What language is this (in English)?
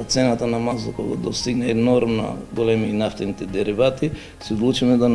Macedonian